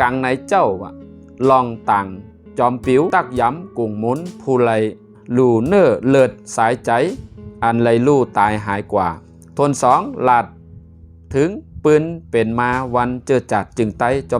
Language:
Shan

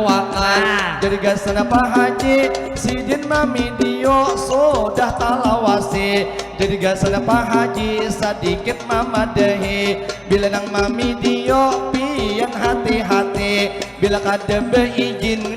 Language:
Banjar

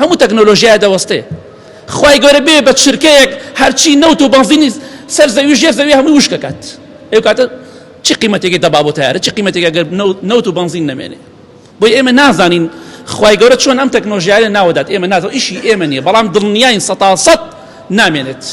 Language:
Central Kurdish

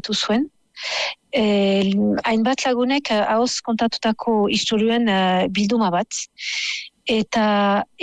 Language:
Basque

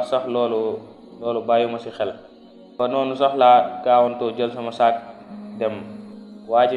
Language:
Wolof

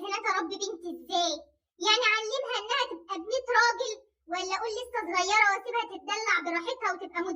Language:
Egyptian Arabic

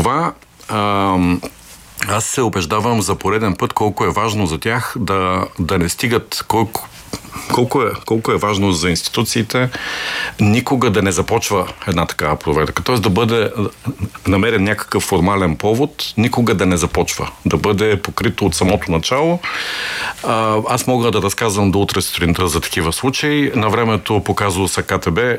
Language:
Bulgarian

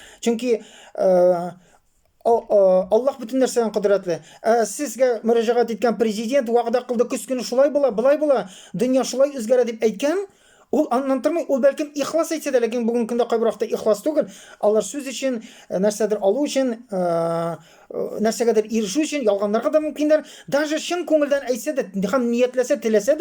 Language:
Tatar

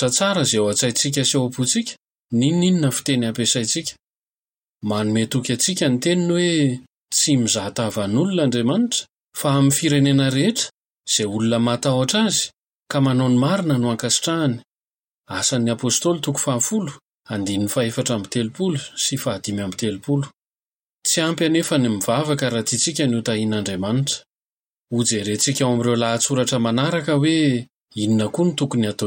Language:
Malagasy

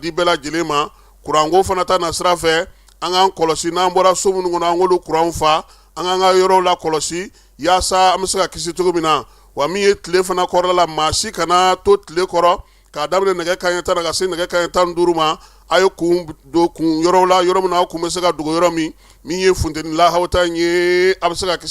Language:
Bambara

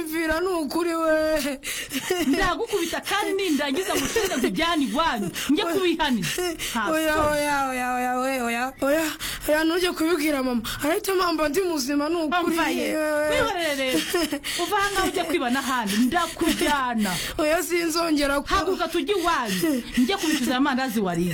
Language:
Kinyarwanda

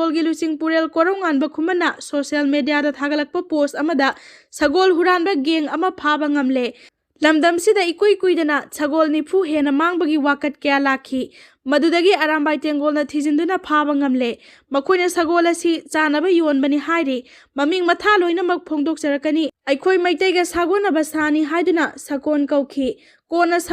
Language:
Manipuri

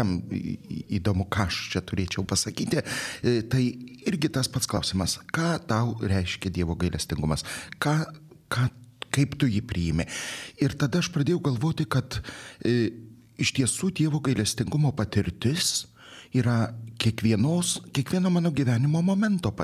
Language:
Lithuanian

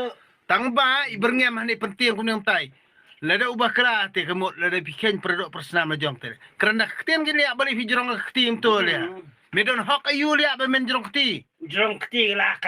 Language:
Khasi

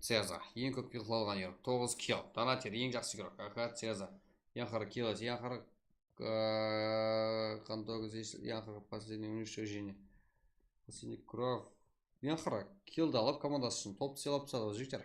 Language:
Kara-Kalpak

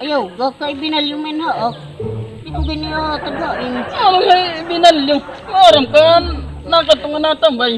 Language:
Waray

